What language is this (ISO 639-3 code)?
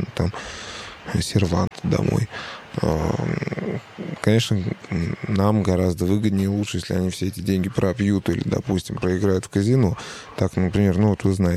rus